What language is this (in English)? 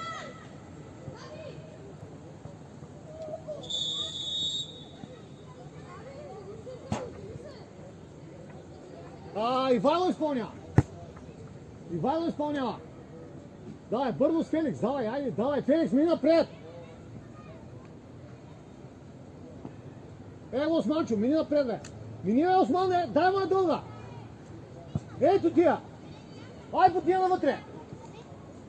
Bulgarian